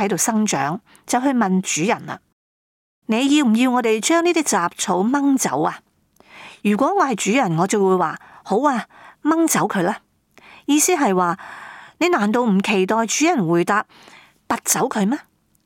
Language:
Cantonese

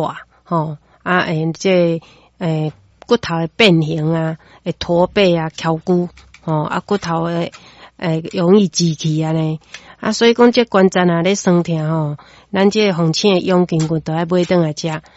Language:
Min Nan Chinese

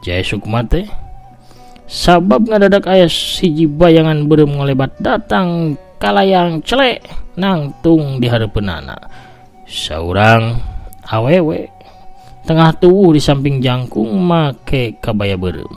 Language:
Sundanese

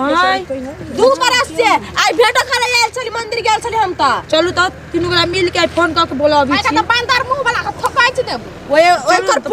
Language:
Maithili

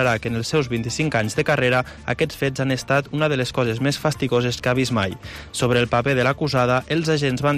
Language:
Catalan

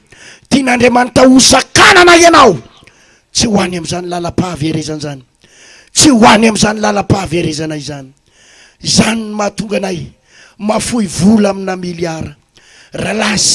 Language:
Malagasy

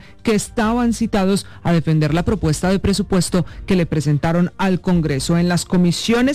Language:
Spanish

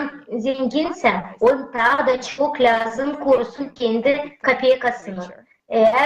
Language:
Gagauz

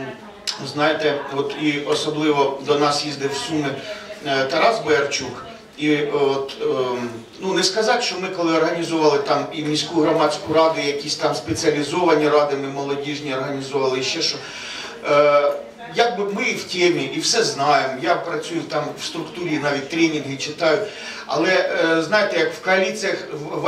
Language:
Ukrainian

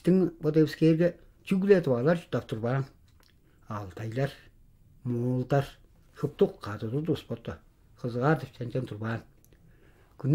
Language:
Tuvinian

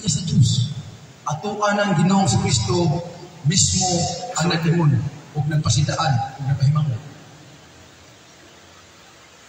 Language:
Cebuano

